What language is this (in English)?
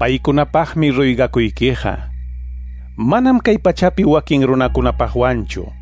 Quechua